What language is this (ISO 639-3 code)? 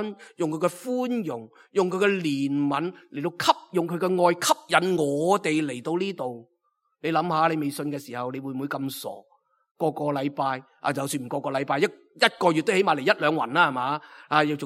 yue